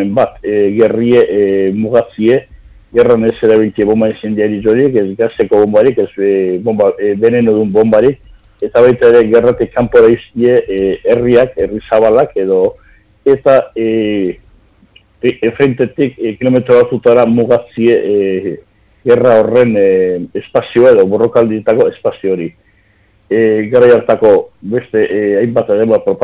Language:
Basque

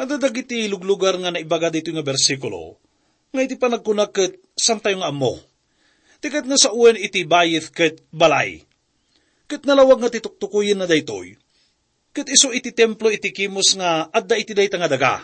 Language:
Iloko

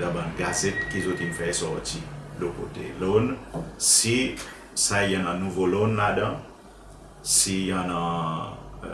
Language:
Seselwa Creole French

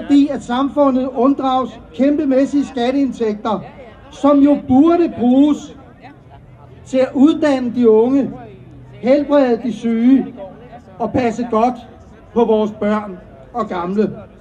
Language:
Danish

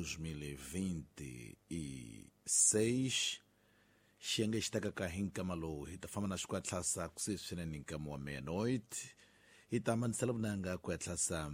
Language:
Tsonga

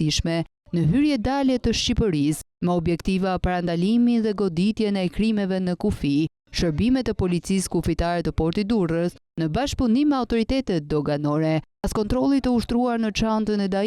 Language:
Albanian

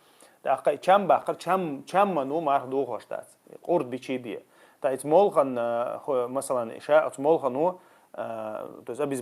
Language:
Chechen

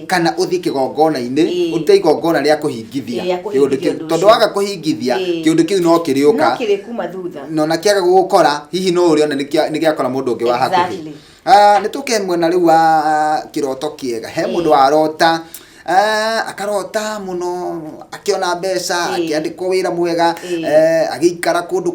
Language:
Kikuyu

